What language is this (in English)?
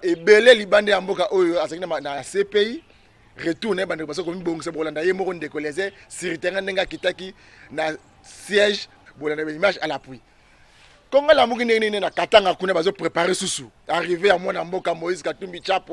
Lingala